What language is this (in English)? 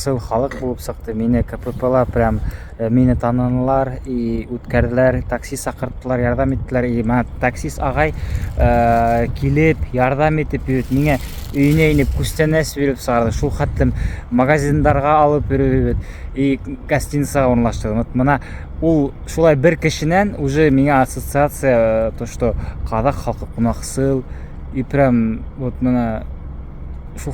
Bashkir